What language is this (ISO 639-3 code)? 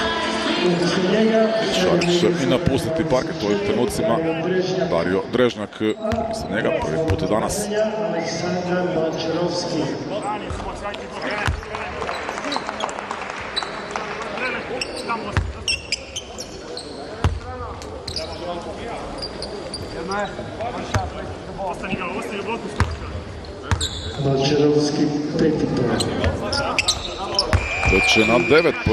hrv